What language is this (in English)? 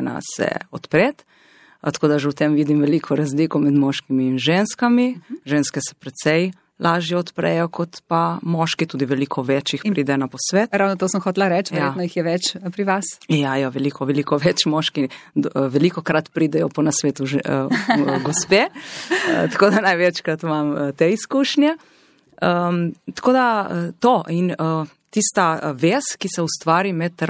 Slovenian